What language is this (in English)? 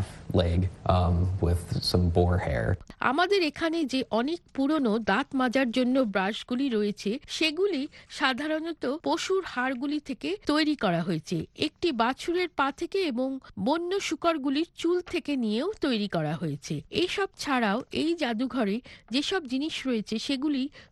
Bangla